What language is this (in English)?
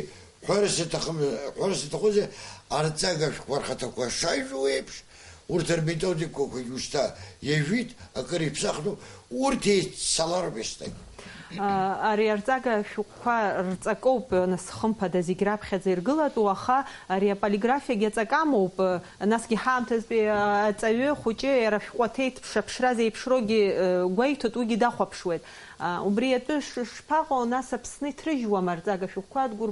Abkhazian